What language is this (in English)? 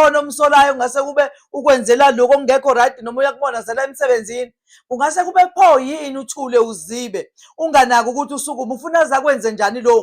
Zulu